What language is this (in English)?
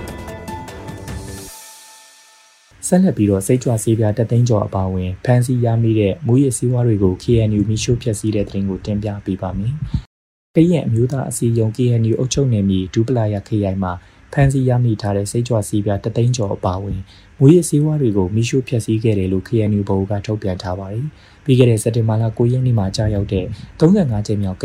Burmese